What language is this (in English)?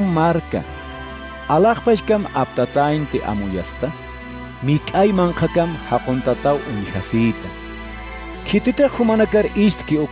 Aymara